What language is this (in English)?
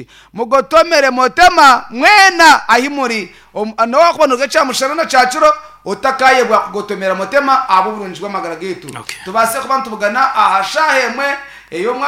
Nyankole